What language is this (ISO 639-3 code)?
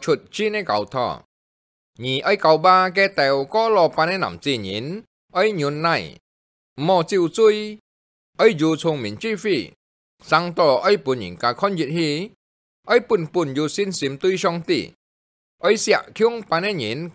hak